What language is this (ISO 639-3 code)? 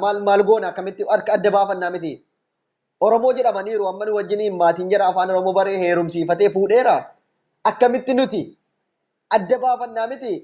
orm